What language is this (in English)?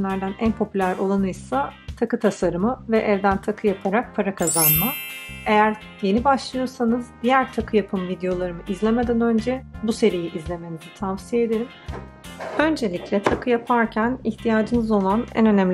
Turkish